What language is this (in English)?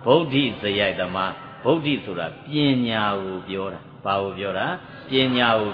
Burmese